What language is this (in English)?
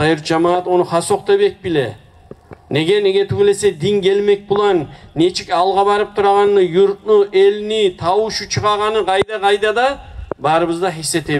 Kumyk